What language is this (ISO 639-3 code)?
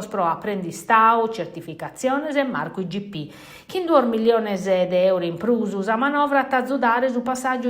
srd